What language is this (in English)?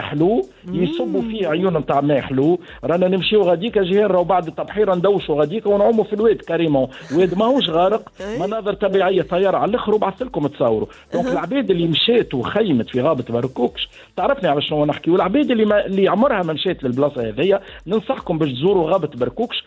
Tunisian Arabic